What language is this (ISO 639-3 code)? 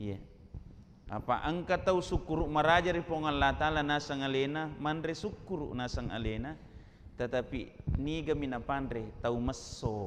bug